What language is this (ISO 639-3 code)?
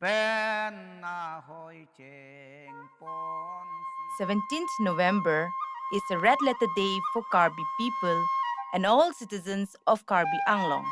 mjw